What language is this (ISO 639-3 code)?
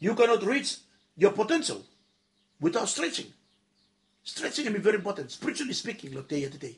bis